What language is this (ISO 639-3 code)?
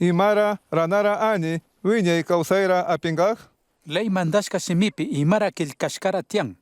qug